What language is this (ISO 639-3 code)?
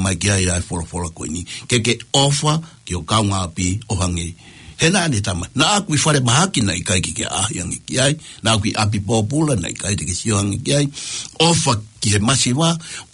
ton